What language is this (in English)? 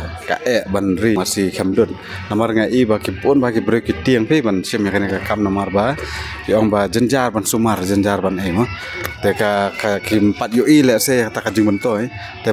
Khasi